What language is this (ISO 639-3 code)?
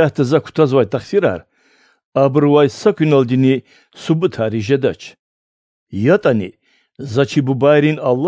lez